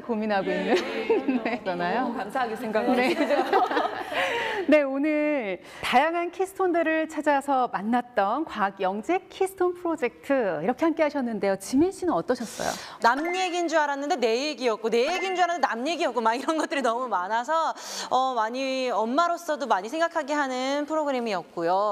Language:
Korean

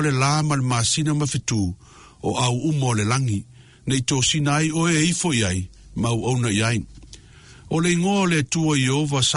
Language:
Samoan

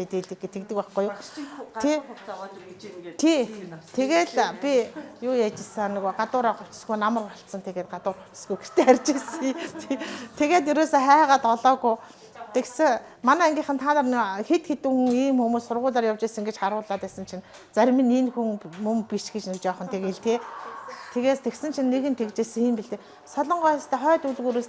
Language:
Mongolian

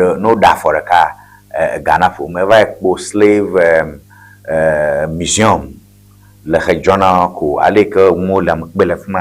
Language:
Ewe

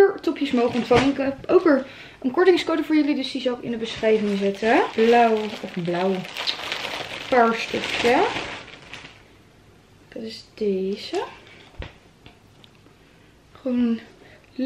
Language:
Dutch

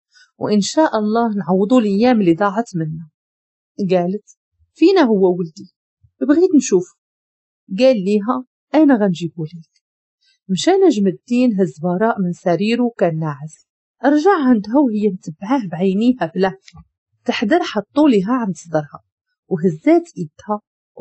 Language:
Moroccan Arabic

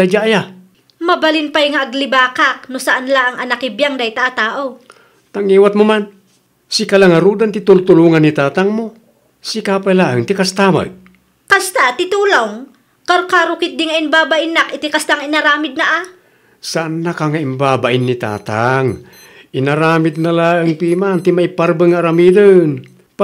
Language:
Iloko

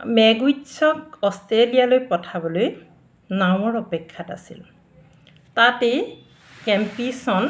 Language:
Assamese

